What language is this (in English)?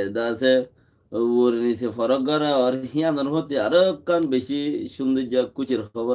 Rohingya